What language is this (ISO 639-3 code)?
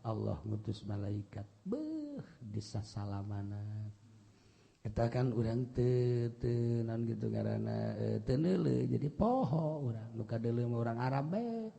sun